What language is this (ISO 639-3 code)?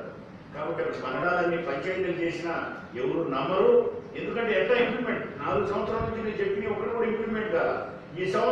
tel